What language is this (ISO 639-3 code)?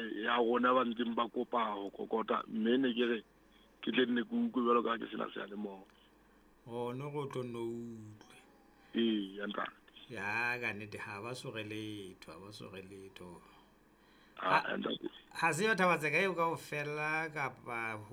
sot